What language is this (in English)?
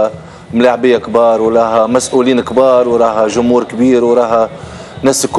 Tunisian Arabic